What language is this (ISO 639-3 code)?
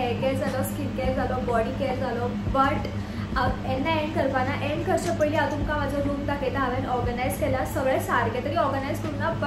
kok